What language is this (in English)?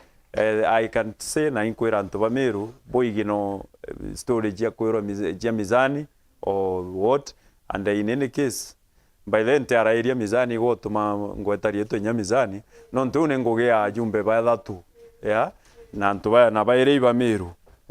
Meru